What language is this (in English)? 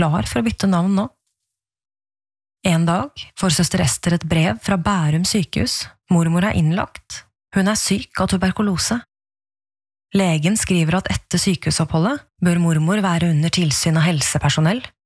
Norwegian